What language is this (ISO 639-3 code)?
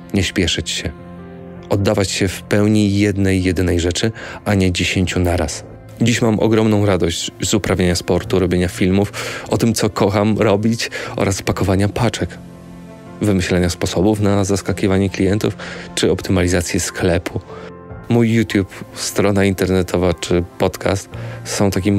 pol